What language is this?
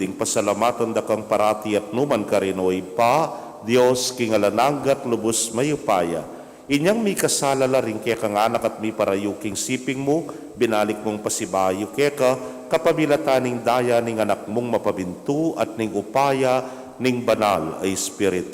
Pampanga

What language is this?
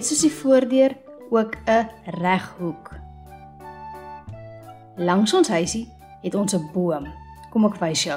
Afrikaans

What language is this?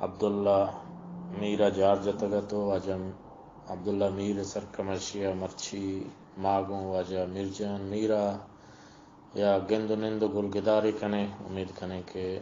Baluchi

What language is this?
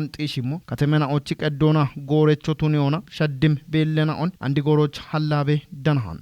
Kafa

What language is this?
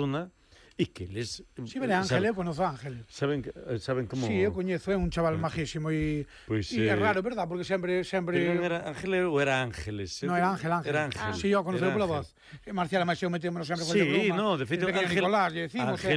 Galician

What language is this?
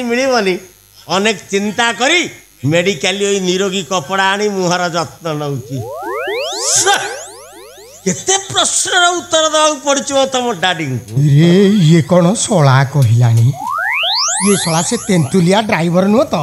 Odia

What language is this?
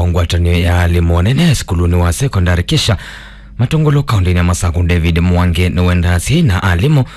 Kamba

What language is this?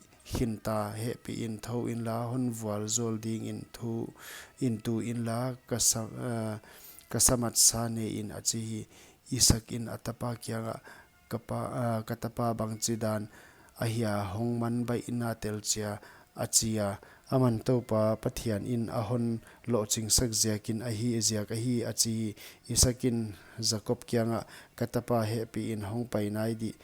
Paite Chin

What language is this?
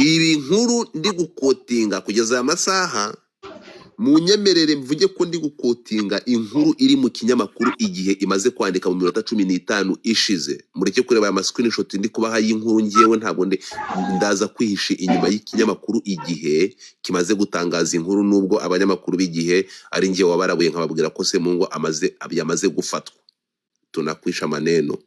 Kinyarwanda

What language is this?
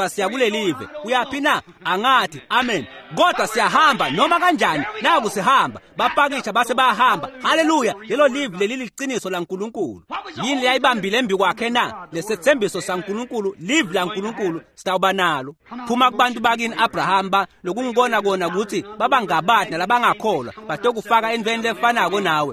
Swati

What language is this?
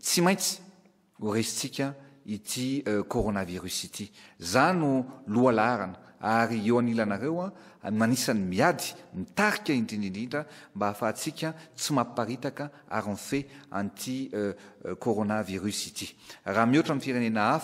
Malagasy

